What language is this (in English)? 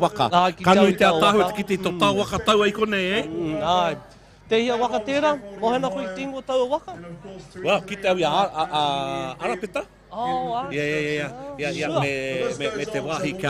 Māori